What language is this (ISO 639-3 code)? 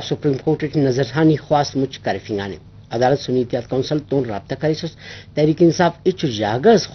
brh